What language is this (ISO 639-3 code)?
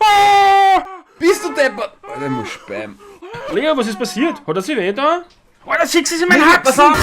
bar